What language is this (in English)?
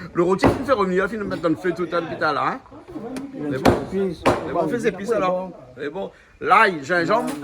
Réunion Creole French